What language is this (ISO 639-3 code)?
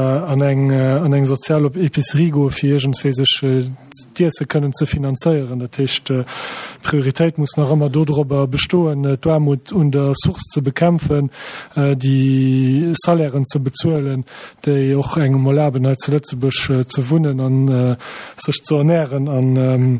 ltz